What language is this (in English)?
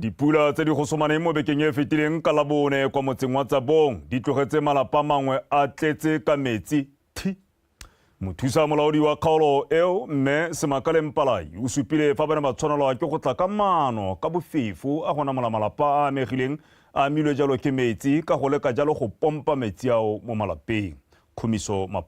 Tswana